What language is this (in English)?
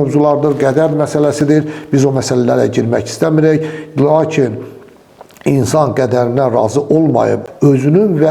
Azerbaijani